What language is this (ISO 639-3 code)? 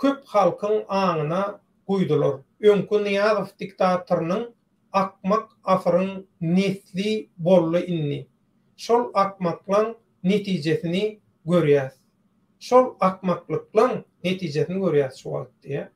tuk